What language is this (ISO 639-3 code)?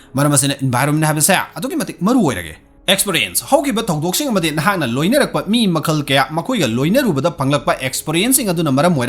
mni